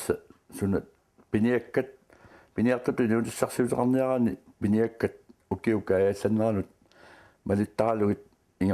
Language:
Kalaallisut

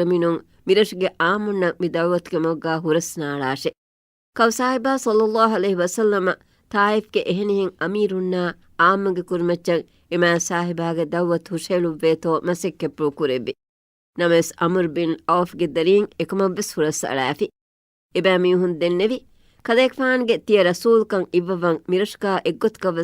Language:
Divehi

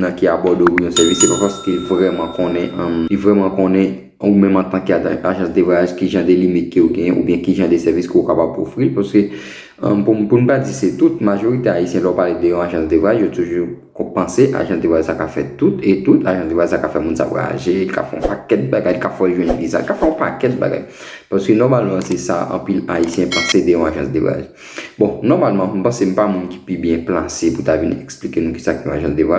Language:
Haitian Creole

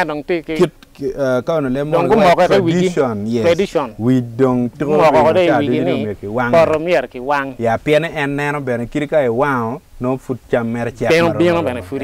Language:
Acoli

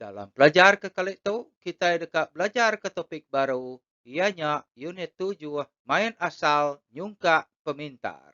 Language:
Iban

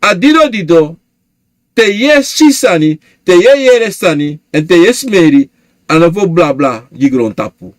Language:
Sranan Tongo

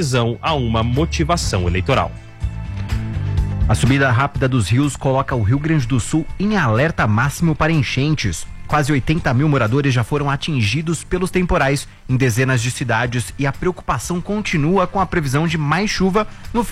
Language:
Portuguese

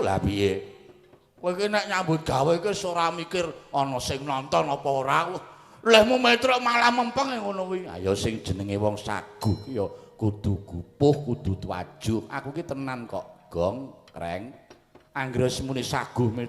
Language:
Javanese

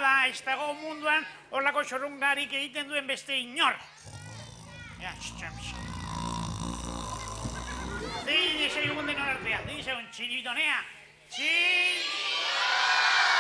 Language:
Basque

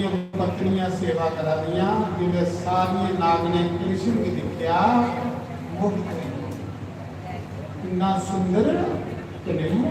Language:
Dogri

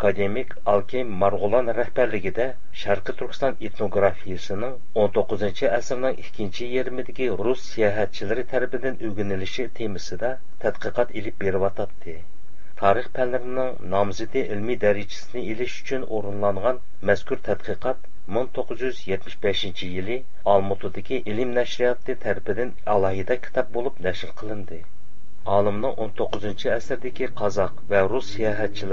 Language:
Uyghur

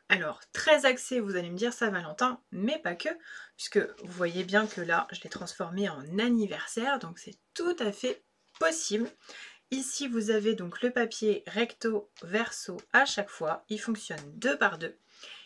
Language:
French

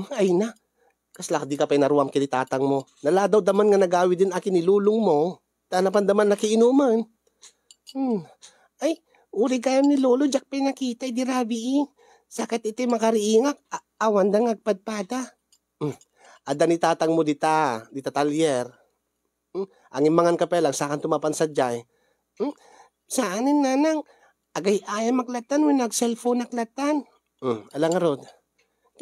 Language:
Iloko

